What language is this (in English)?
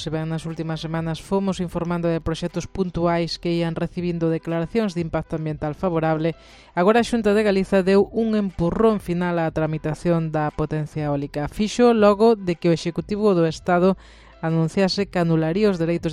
Galician